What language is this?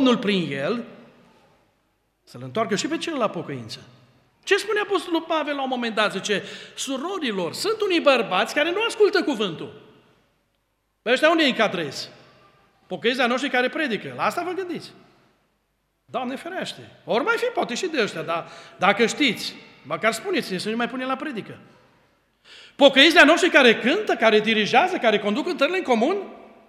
Romanian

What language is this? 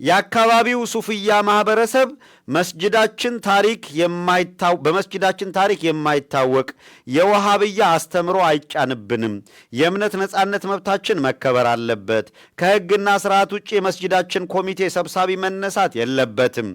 Amharic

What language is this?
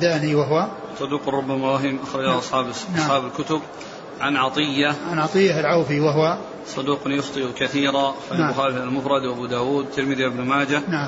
Arabic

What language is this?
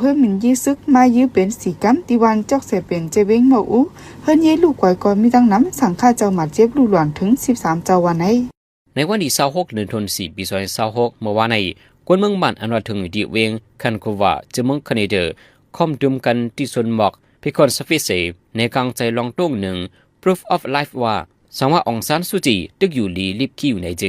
Shan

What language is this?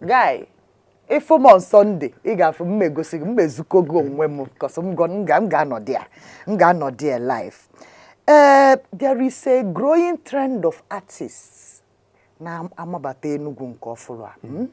Igbo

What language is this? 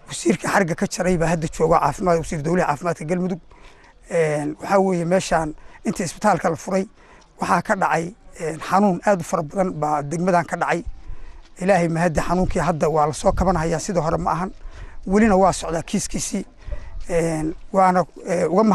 Somali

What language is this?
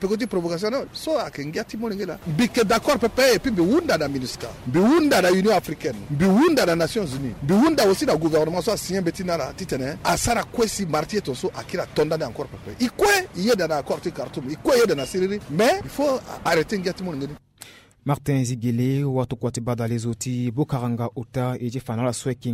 Sango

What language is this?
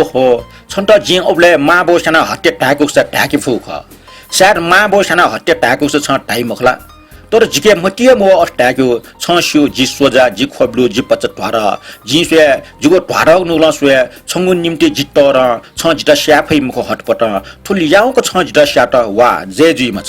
Newari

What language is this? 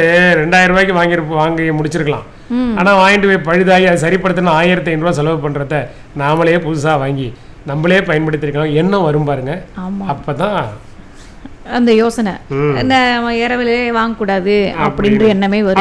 Tamil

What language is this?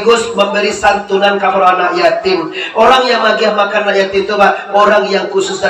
Minangkabau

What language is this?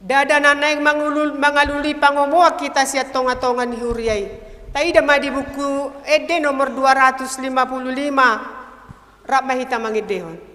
Batak Toba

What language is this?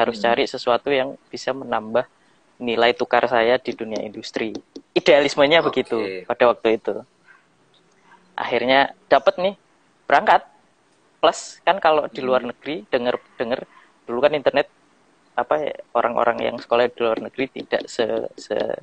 Indonesian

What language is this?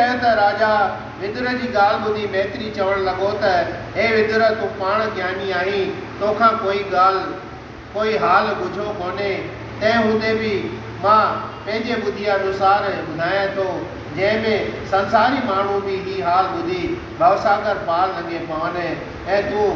Sindhi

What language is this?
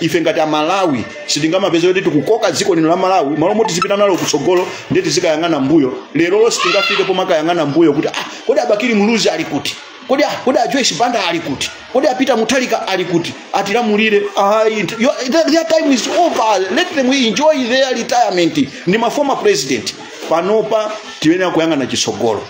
Nyanja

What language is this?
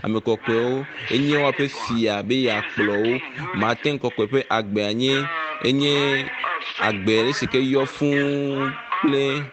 Ewe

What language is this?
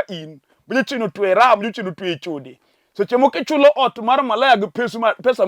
Luo (Kenya and Tanzania)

